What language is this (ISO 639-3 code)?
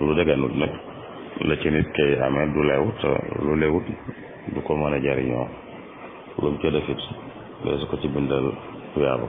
wol